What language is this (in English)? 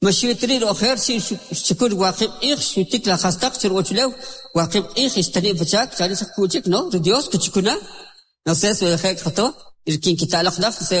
Kʼicheʼ